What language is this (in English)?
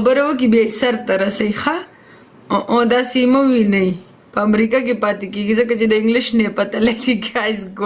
Pashto